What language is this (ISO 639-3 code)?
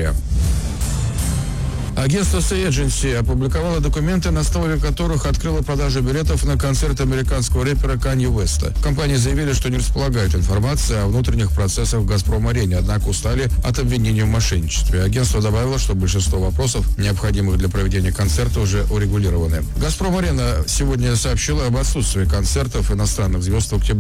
rus